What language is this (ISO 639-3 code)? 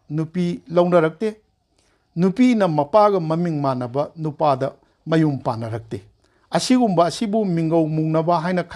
mni